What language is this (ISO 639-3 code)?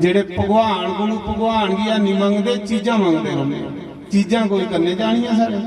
doi